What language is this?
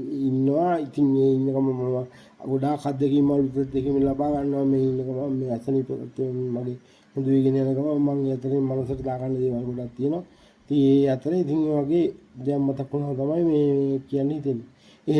Sinhala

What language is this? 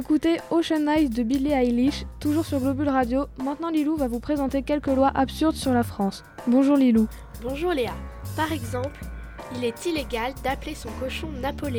French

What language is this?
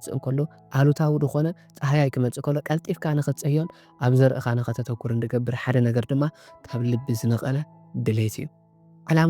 Tigrinya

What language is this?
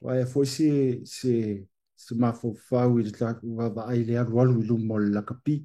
Samoan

